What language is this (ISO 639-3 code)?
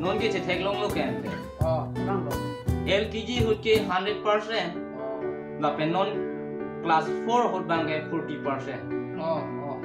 mjw